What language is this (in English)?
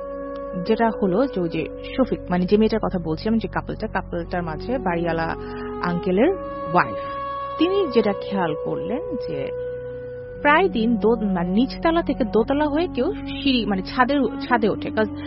Bangla